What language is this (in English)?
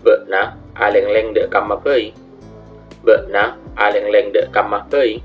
Madurese